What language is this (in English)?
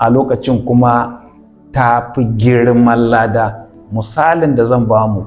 Hausa